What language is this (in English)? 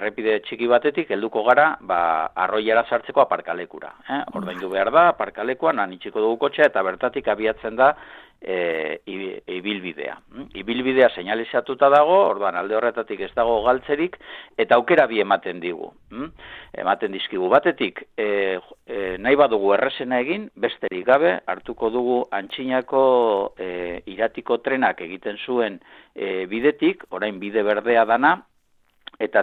Basque